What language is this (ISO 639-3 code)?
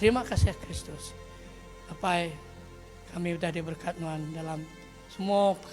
iba